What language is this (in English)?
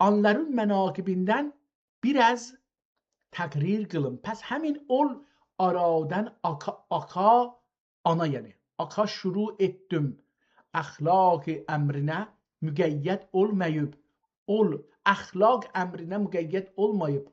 South Azerbaijani